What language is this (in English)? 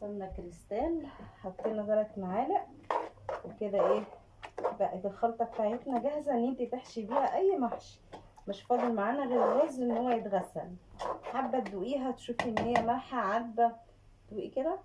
Egyptian Arabic